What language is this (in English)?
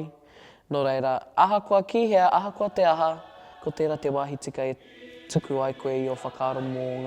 Māori